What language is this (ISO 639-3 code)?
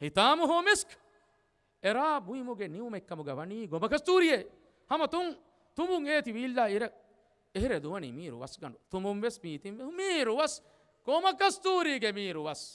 div